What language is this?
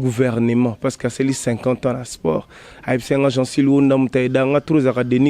Lingala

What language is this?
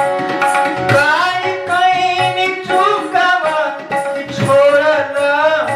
Bhojpuri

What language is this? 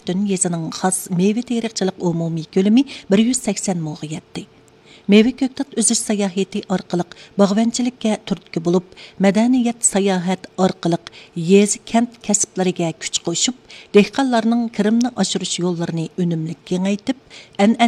Uyghur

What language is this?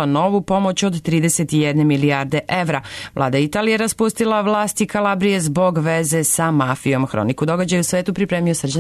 Serbian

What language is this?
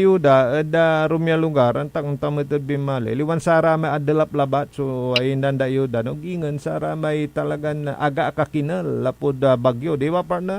Pangasinan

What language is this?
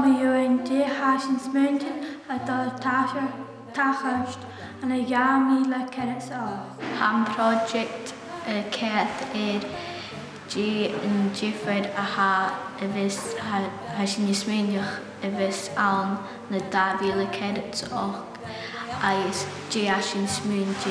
Scottish Gaelic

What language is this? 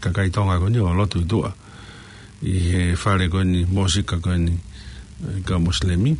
Tongan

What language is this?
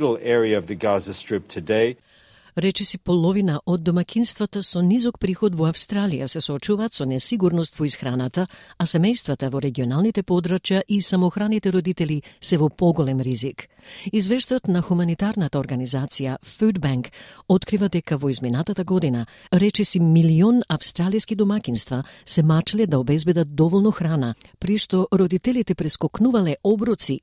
Macedonian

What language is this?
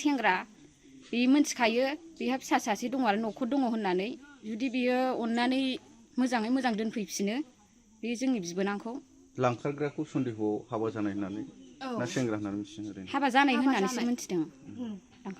Bodo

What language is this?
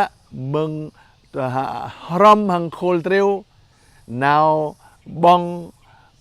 Jarai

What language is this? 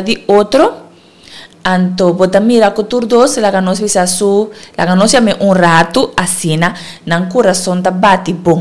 Papiamento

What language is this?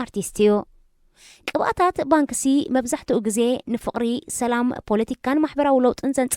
Tigrinya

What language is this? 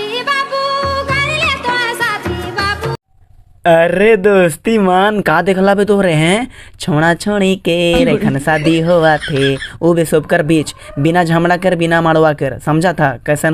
Sadri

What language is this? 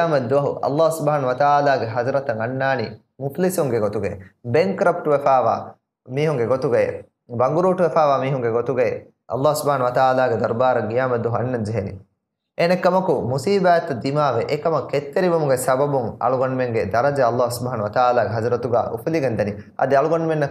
Divehi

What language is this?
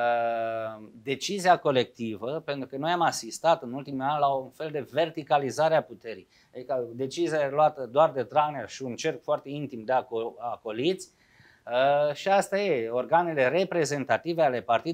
Romanian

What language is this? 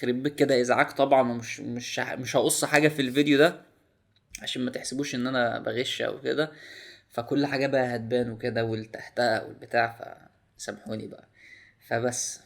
Egyptian Arabic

